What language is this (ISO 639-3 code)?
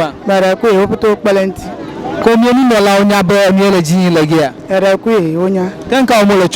ewe